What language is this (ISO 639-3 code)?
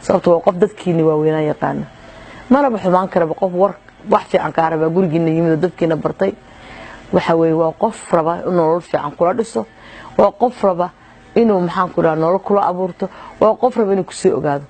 som